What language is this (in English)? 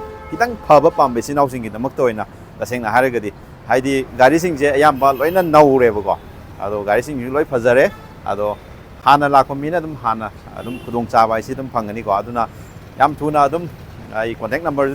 Manipuri